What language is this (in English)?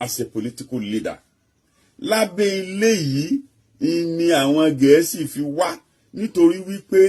Yoruba